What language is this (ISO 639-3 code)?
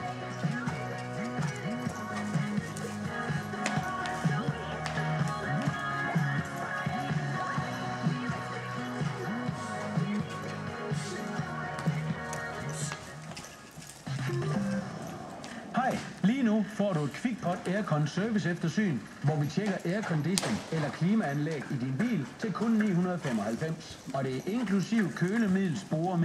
dan